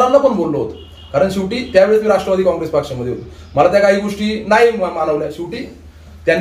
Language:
Marathi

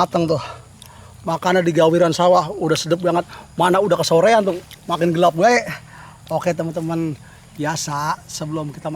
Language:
Betawi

